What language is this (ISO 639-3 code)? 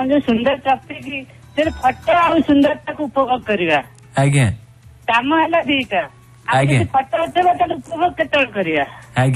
ori